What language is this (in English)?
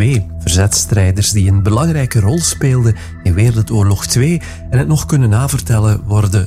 Dutch